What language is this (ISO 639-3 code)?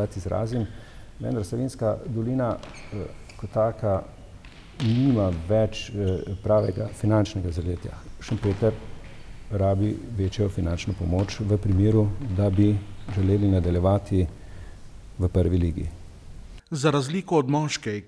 slv